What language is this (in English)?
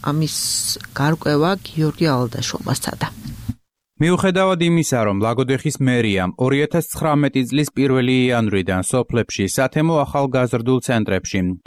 Georgian